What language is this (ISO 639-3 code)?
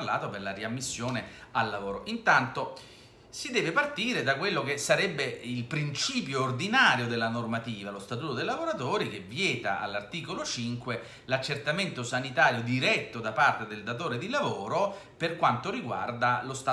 ita